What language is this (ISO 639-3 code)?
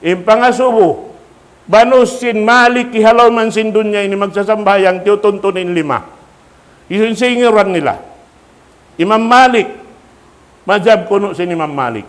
tsg